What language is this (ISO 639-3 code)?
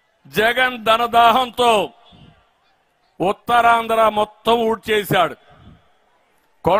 tel